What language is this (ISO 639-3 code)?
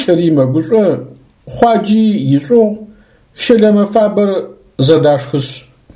ady